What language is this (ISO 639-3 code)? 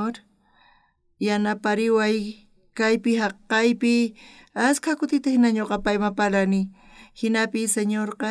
quh